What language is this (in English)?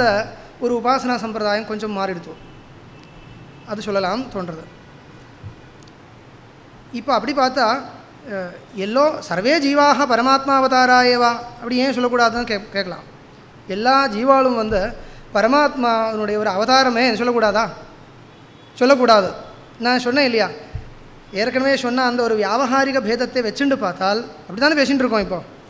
Tamil